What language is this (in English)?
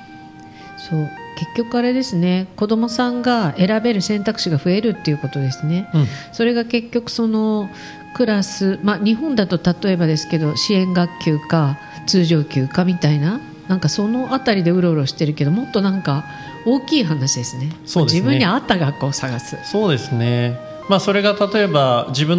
Japanese